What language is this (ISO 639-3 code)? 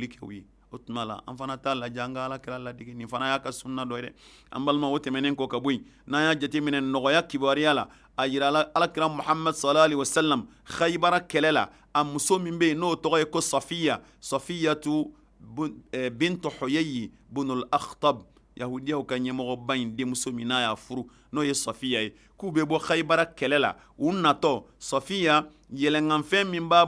bam